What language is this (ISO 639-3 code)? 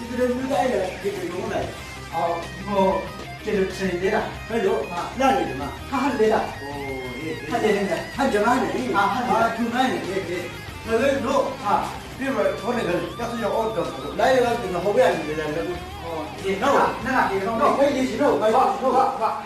nbc